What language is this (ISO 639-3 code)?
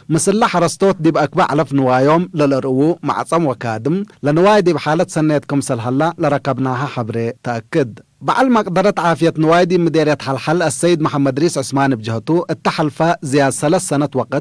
tig